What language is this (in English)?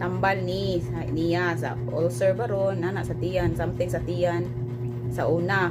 Cebuano